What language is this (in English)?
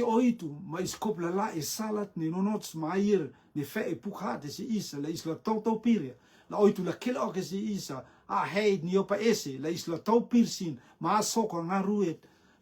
Rotuman